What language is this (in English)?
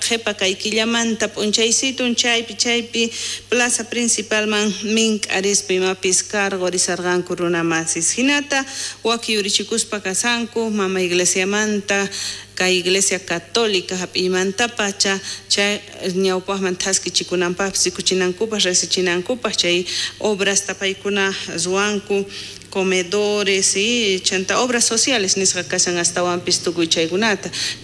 South Bolivian Quechua